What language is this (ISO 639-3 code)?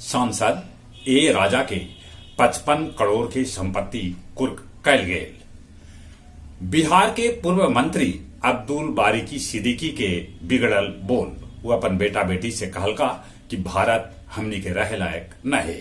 mag